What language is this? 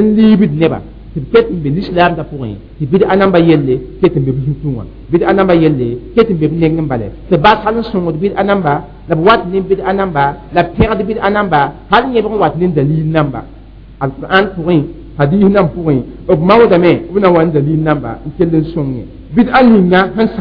Mossi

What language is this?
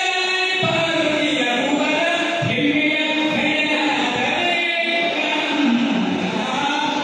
Kannada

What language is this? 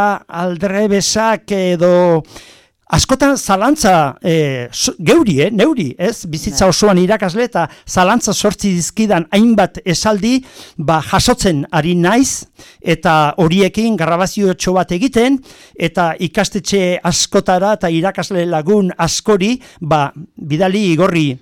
Basque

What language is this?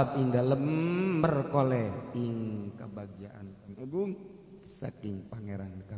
Sundanese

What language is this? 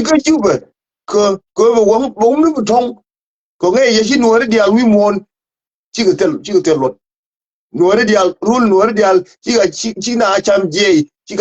Nuer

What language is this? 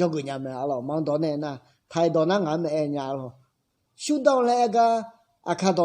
Akha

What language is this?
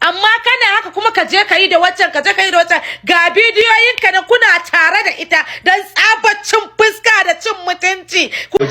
Hausa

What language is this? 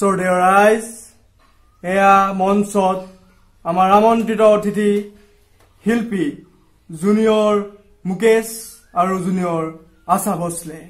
Assamese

